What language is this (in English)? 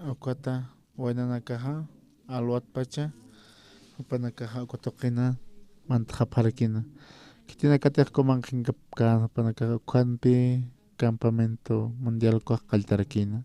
Aymara